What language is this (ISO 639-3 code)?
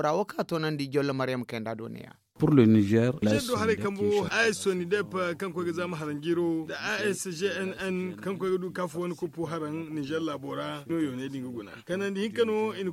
dje